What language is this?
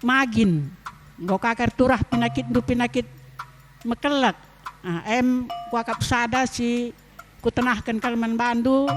Batak Karo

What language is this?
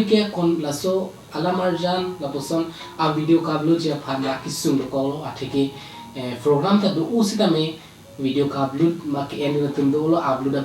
Karbi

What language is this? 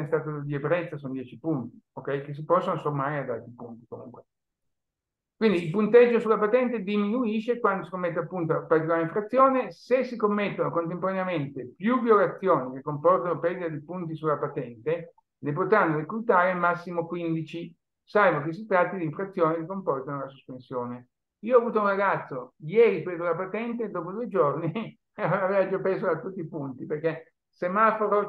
Italian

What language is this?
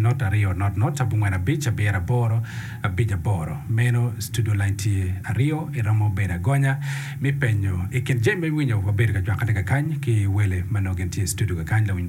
Acoli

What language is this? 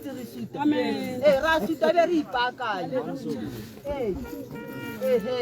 Tswana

